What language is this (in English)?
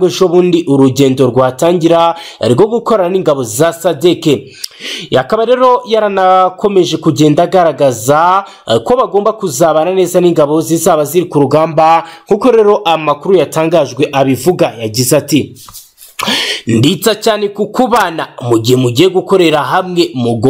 Kinyarwanda